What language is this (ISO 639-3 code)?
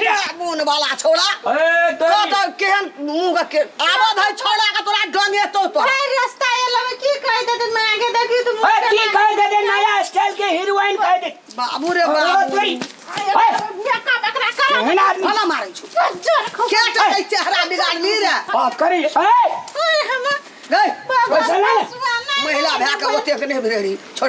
mai